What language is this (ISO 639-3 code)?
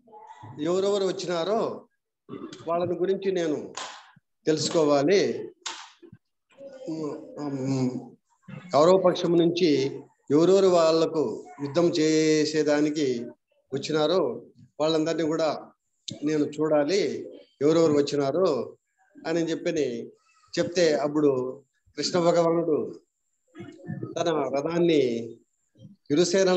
tel